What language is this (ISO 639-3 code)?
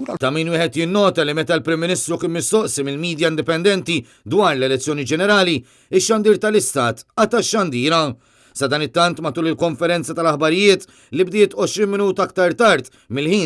mlt